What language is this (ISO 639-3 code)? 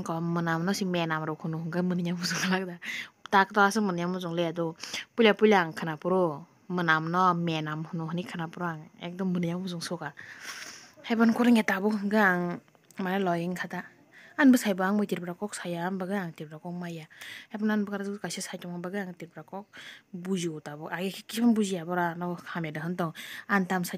trp